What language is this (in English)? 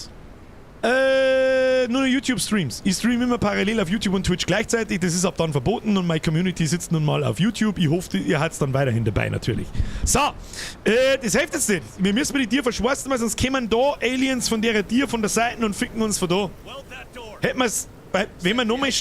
Bavarian